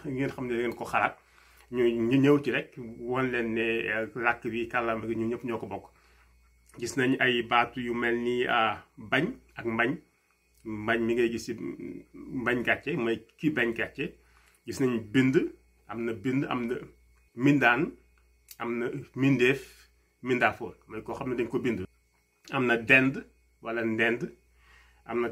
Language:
Wolof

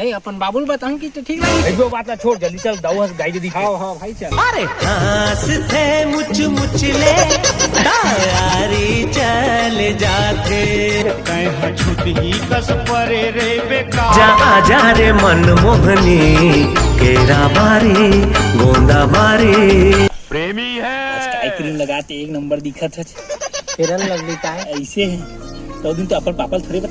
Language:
Chhattisgarhi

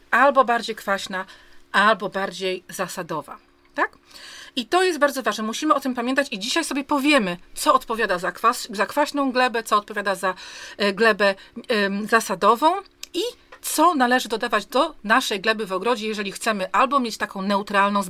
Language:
Polish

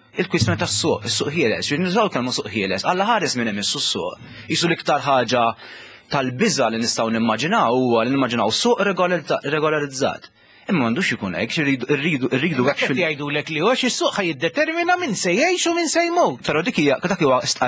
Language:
Maltese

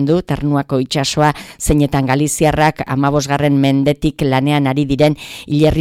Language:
Basque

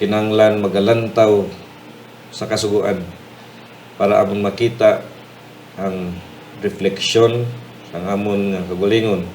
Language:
Hiligaynon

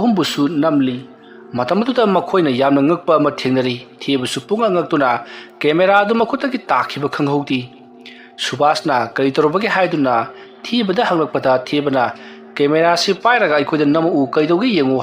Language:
Manipuri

